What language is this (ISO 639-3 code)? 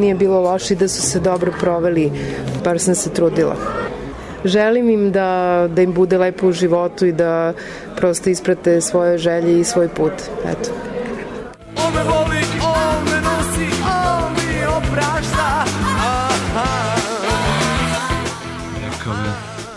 srp